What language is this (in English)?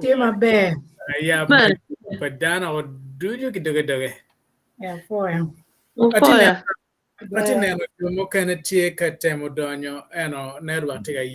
Acoli